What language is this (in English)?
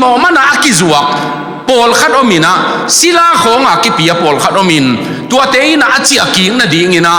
Tedim Chin